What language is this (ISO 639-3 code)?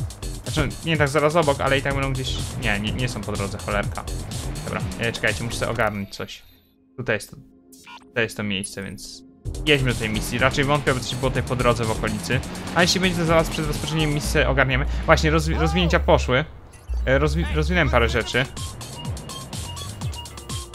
pol